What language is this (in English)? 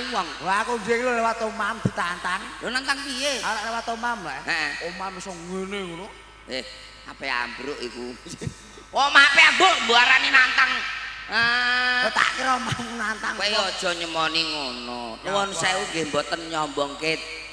Javanese